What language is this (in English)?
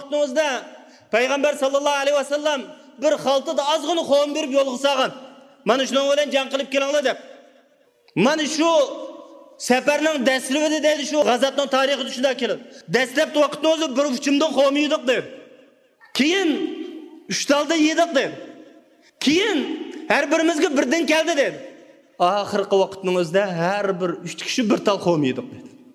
Uyghur